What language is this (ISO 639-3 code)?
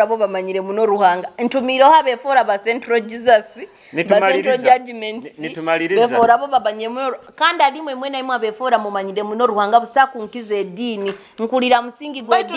nyo